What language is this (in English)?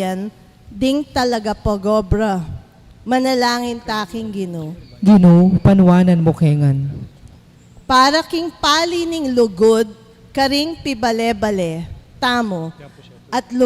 Pampanga